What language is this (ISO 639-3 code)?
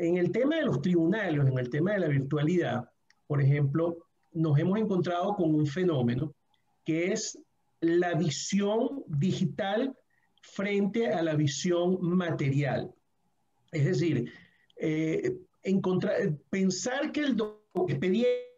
spa